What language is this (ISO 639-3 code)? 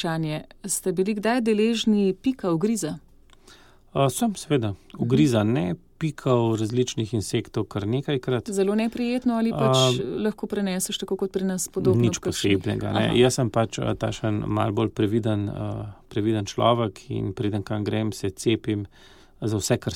slv